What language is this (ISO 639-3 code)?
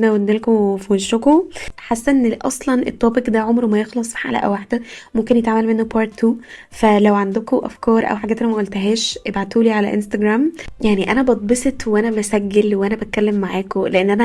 arz